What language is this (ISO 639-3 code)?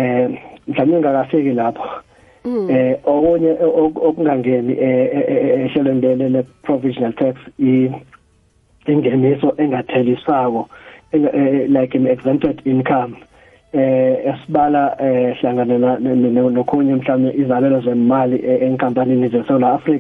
nbl